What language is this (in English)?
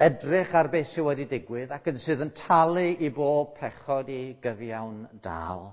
Welsh